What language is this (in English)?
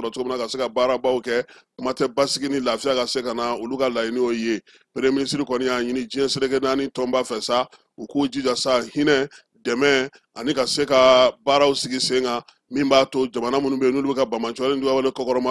Bambara